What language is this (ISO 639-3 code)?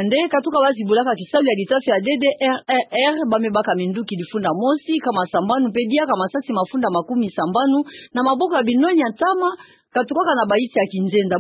ktu